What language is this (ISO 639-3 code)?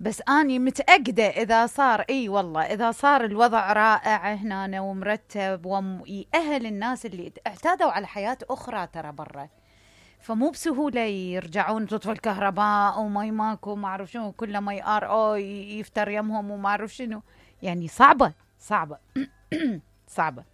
acm